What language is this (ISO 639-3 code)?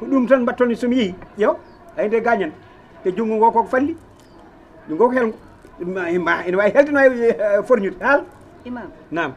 ful